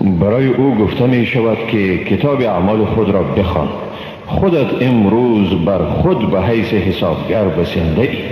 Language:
Persian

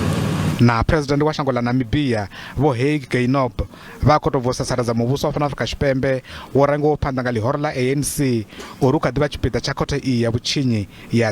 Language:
Venda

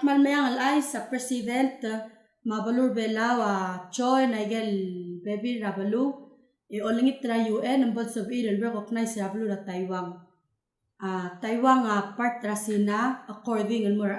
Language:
Palauan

